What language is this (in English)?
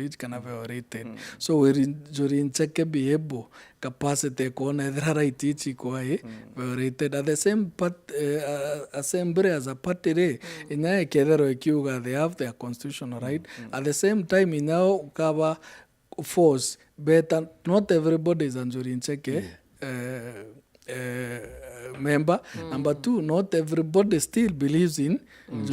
Meru